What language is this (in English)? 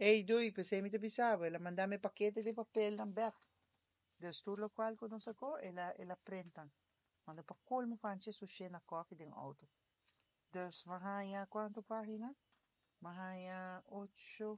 Papiamento